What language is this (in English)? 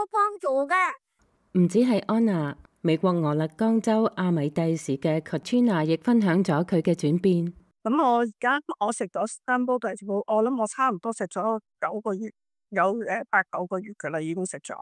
Cantonese